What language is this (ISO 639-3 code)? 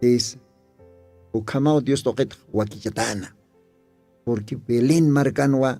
aym